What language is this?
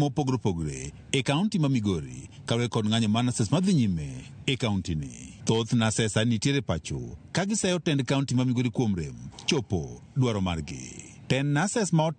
Luo (Kenya and Tanzania)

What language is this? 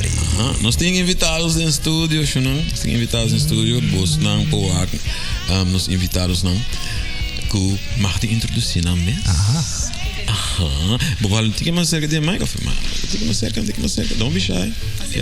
Papiamento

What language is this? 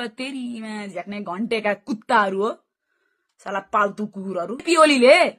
Nepali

